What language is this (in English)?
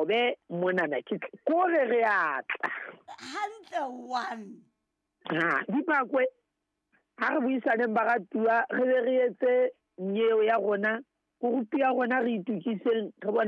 Southern Sotho